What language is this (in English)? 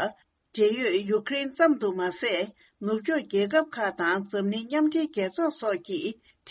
Tibetan